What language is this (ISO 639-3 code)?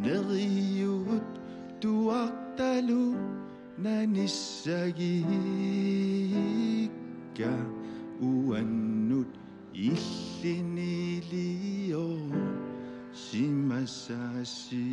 kal